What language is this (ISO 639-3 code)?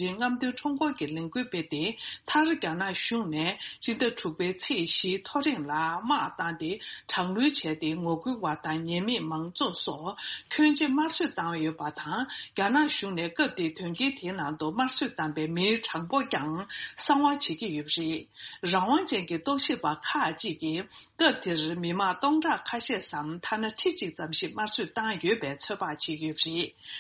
bod